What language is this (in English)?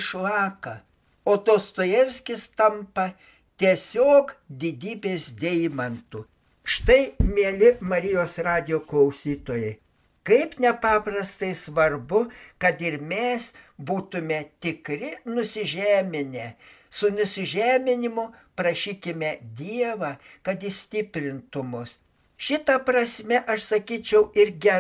Lithuanian